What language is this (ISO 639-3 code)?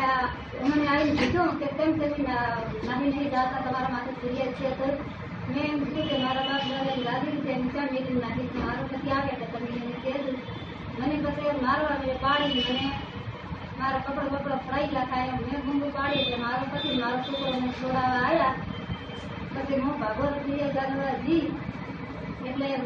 guj